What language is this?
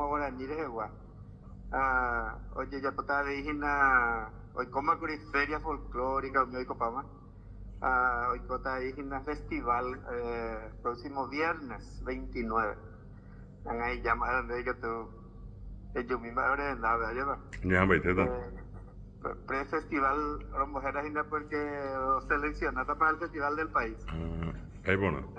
Guarani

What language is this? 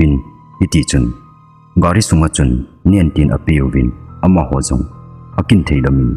Thado Chin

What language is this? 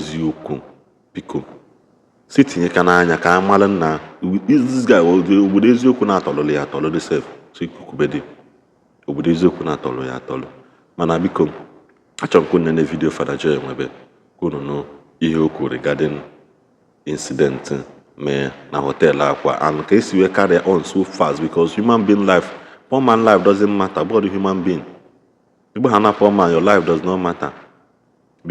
Igbo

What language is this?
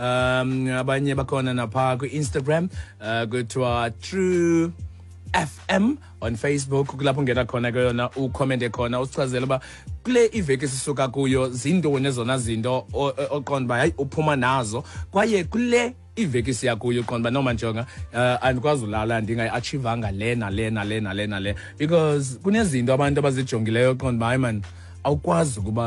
Xhosa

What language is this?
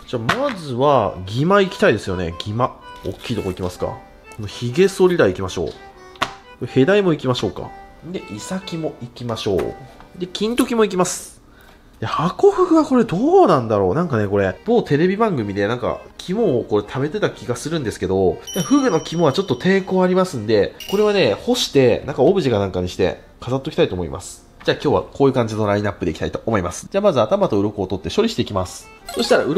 Japanese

